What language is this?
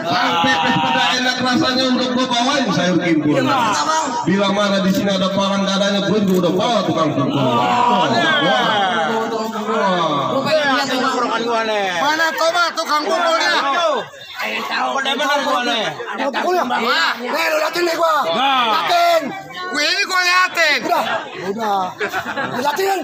Betawi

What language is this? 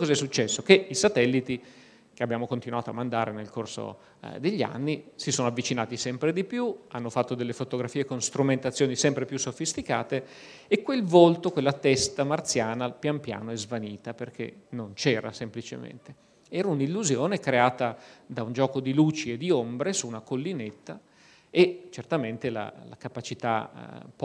Italian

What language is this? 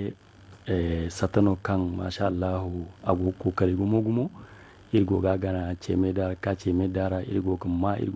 Zarma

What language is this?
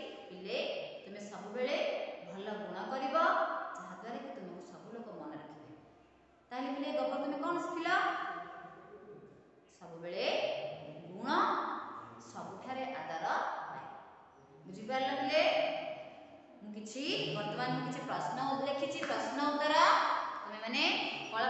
Odia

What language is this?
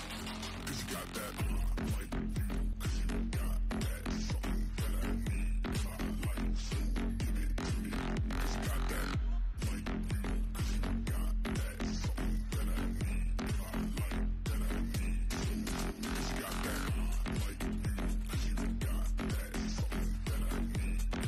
English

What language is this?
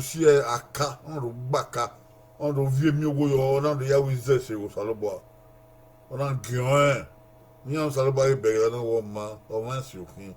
Bini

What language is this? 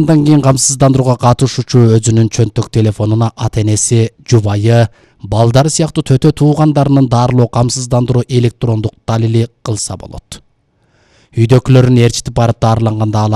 Kyrgyz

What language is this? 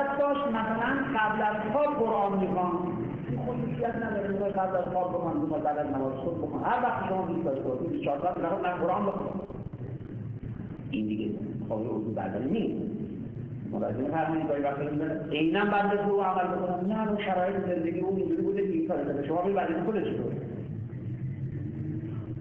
Persian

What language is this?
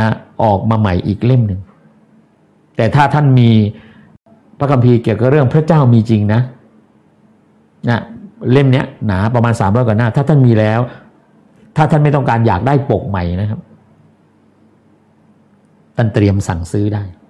Thai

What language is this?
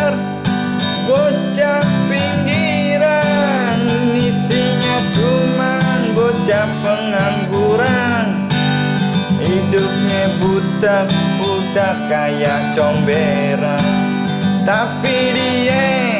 Betawi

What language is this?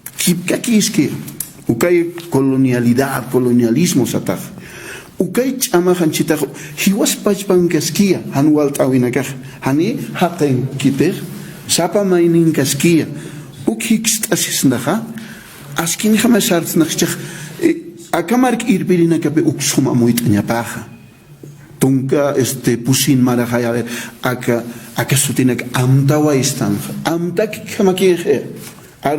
Aymara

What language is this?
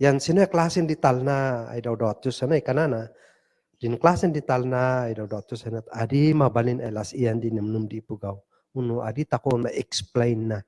Kankanaey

